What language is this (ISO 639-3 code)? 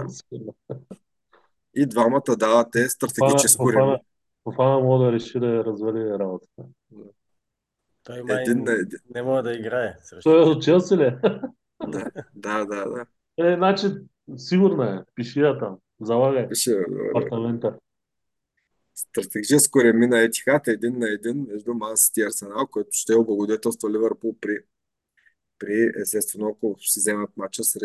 bul